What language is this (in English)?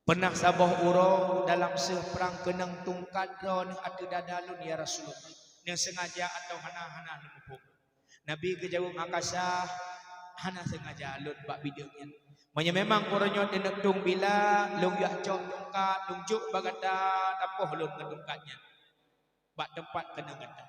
Achinese